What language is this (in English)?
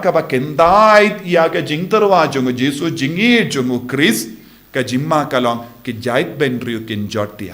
Khasi